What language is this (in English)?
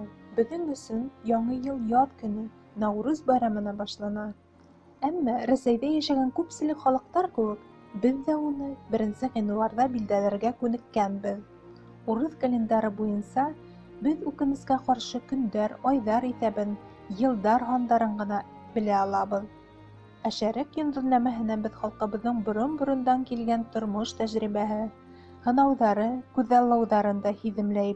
Bashkir